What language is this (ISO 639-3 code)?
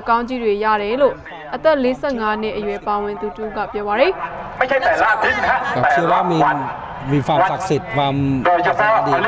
mya